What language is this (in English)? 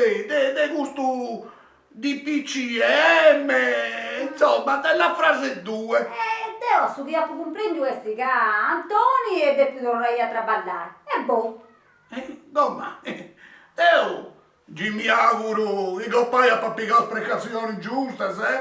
Sardinian